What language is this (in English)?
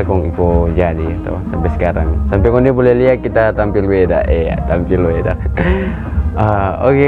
Manado Malay